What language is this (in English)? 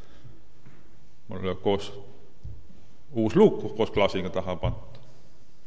Estonian